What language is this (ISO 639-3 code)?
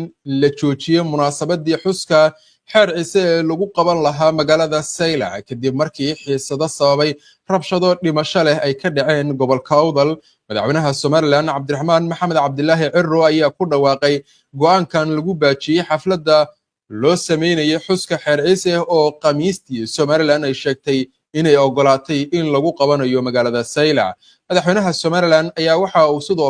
som